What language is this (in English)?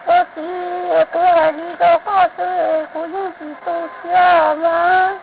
Hmong